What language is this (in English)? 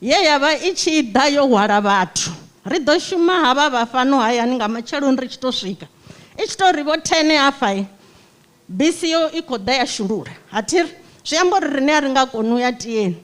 Venda